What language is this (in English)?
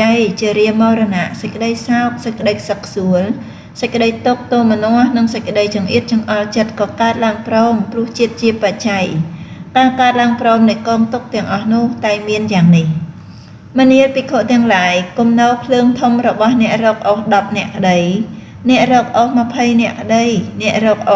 Khmer